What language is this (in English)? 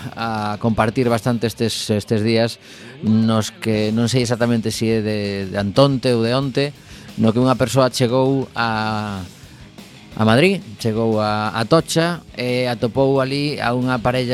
Galician